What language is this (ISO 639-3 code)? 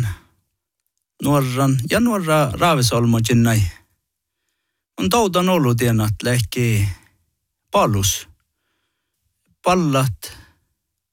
fin